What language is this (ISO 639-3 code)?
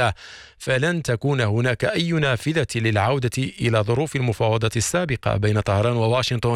ara